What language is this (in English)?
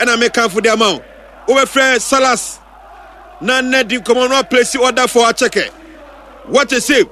Akan